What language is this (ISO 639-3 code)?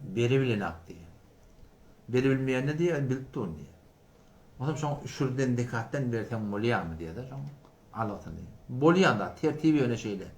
tuk